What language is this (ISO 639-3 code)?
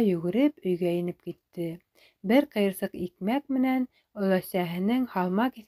bak